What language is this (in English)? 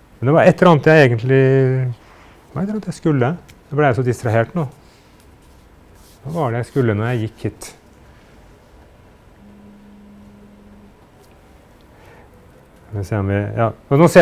Norwegian